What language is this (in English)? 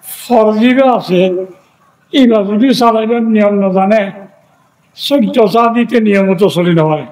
Rohingya